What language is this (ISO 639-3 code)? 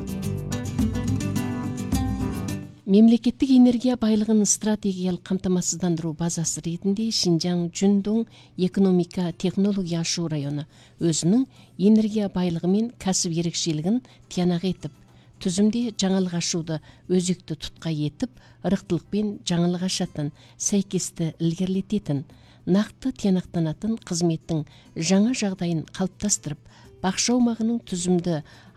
kaz